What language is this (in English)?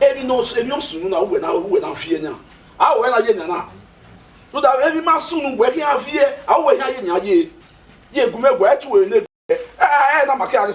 Bini